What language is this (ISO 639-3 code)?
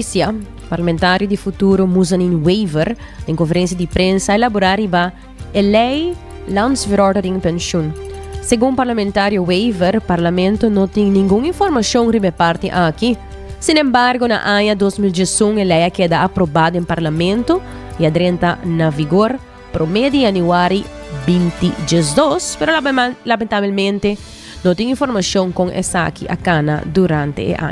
pap